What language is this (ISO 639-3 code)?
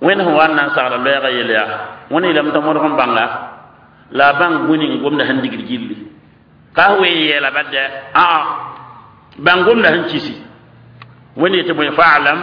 mos